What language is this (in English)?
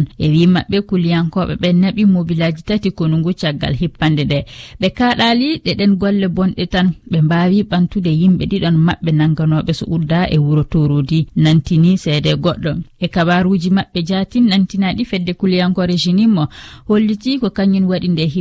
Fula